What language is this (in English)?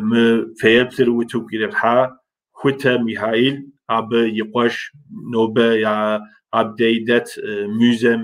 Kabardian